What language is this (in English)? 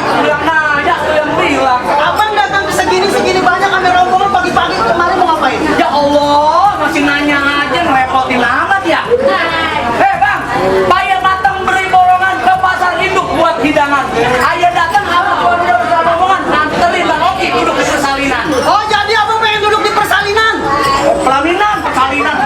Betawi